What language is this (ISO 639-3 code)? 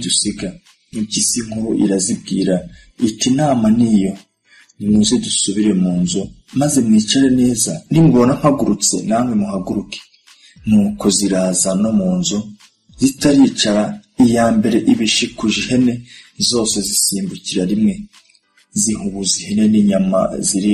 kin